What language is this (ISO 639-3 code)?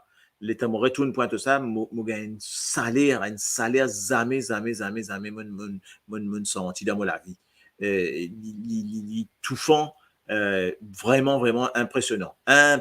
mfe